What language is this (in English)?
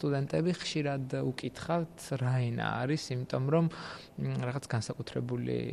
Georgian